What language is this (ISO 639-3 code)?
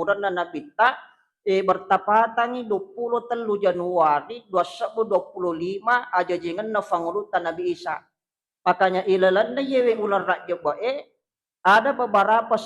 bug